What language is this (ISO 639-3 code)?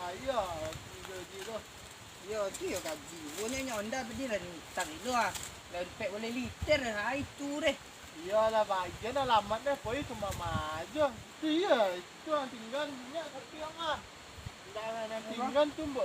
min